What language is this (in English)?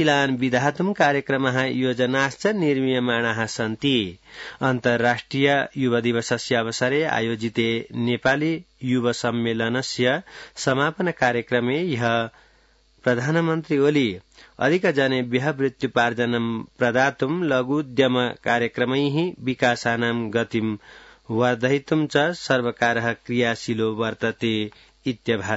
Sanskrit